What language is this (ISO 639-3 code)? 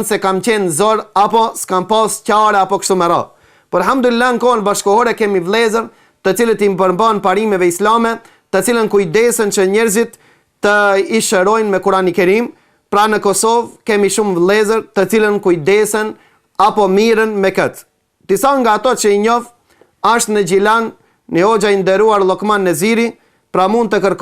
sqi